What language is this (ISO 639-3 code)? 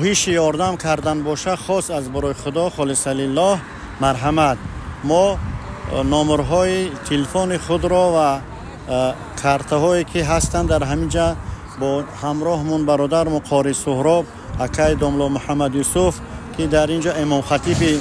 tgk